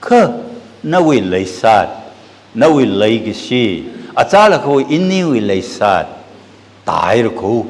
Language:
Tangkhul Naga (India)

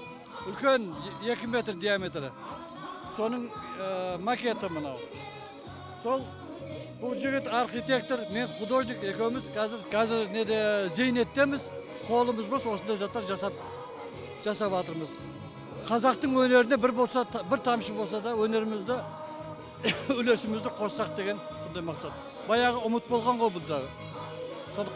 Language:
Kazakh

